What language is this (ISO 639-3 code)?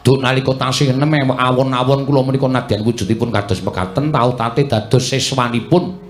jav